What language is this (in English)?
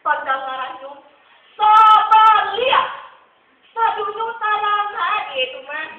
Minangkabau